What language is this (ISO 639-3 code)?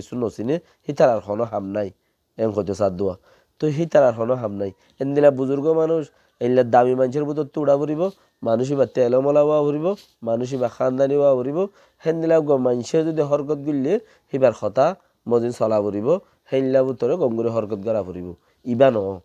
rhg